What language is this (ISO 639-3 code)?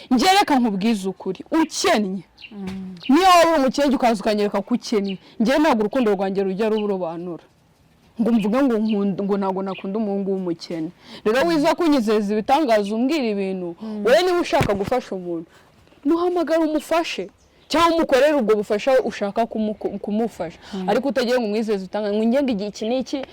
kin